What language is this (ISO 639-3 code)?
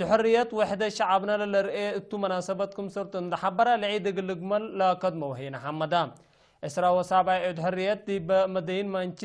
tig